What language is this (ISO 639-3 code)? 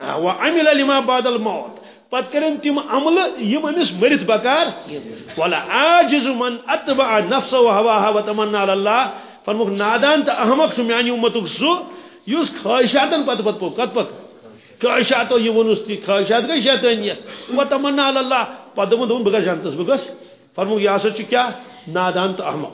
kas